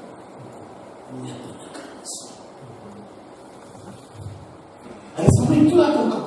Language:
Afrikaans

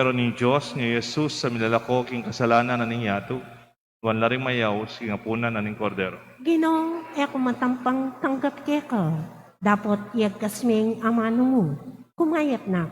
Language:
Pampanga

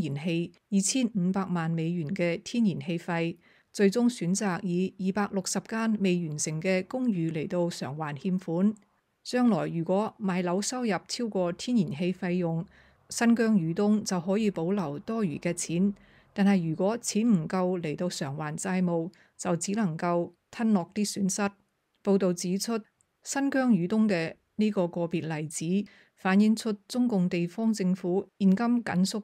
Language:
Cantonese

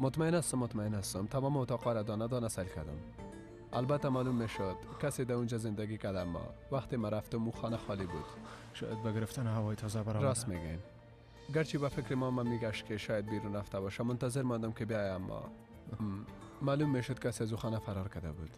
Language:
Persian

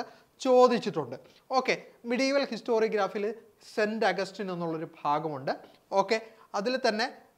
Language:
Malayalam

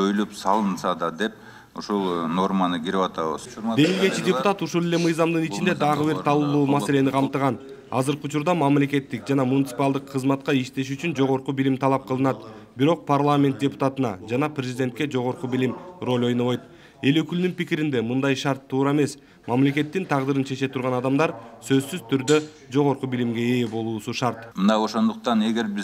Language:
Kyrgyz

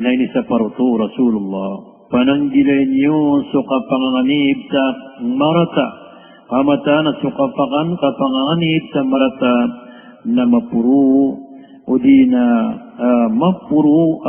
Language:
Maranao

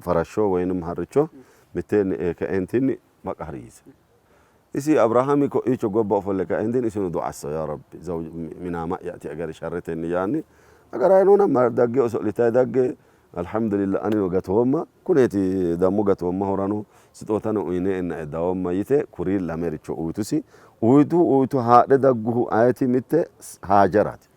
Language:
Sidamo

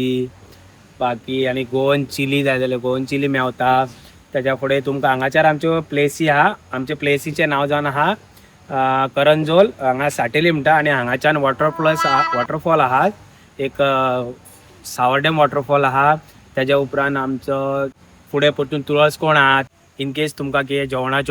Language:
Konkani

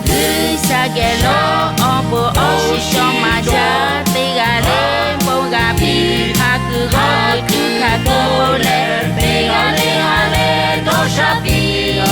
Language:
Lahu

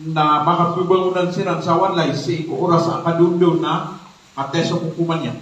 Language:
Maranao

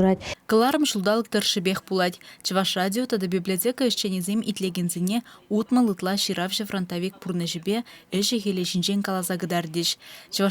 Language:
Chuvash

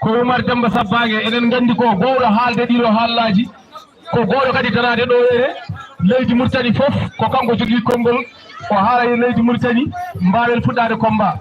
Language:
Fula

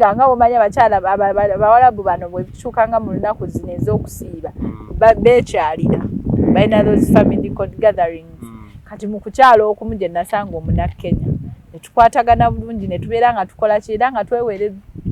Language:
Ganda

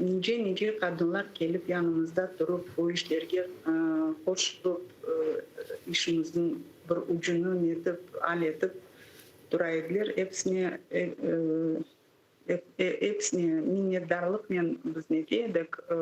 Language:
Crimean Tatar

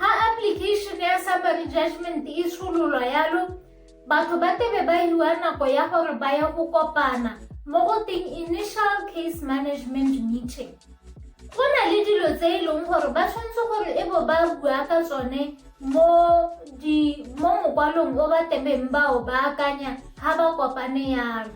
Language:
Tswana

